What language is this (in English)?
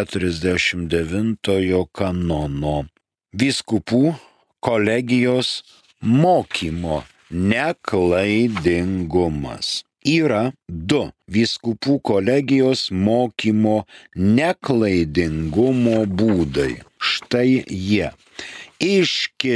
Lithuanian